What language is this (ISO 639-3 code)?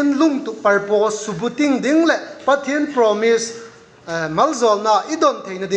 vap